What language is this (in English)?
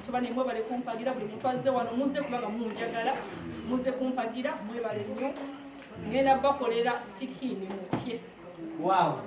Ganda